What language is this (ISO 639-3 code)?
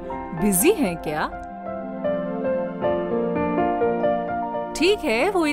hin